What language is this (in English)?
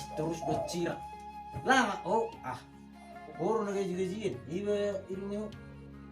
Batak Toba